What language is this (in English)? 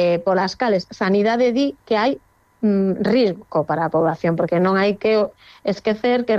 Galician